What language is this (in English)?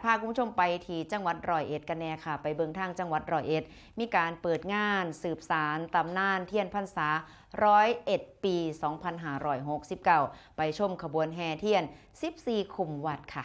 Northeastern Thai